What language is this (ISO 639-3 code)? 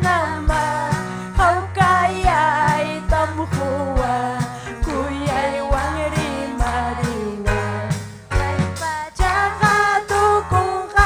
quy